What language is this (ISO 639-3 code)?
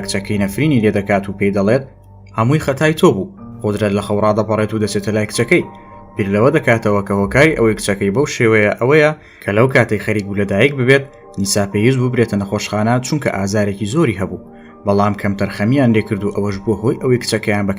ckb